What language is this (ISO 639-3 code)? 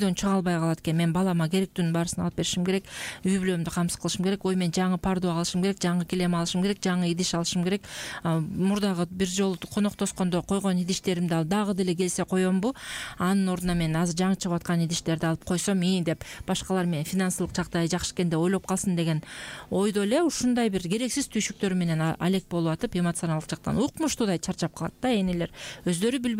kir